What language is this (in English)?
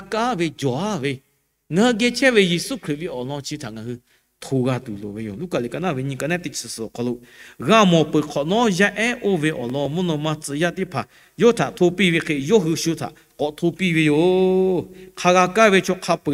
Lahu